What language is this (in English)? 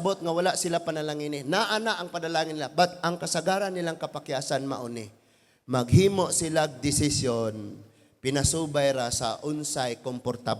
Cebuano